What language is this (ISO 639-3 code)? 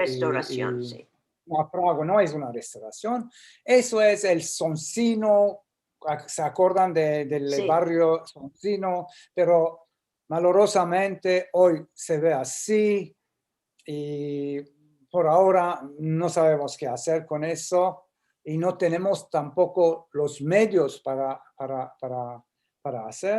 lad